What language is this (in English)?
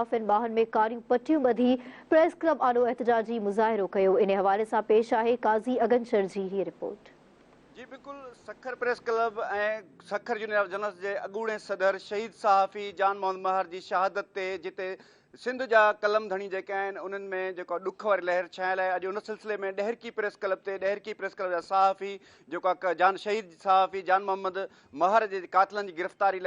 Sindhi